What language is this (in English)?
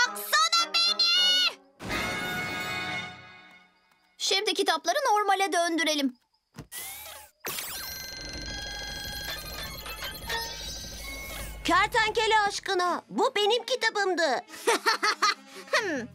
Turkish